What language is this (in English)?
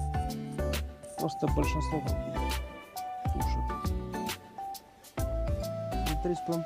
Russian